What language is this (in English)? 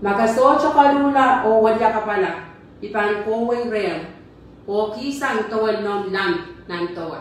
Pohnpeian